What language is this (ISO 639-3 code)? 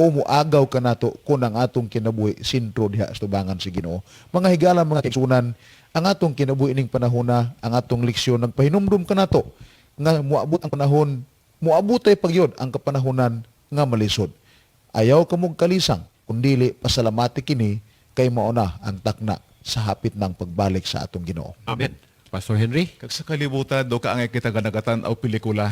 ceb